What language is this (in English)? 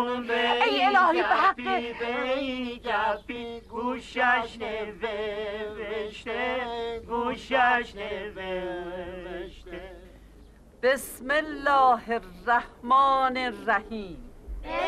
Persian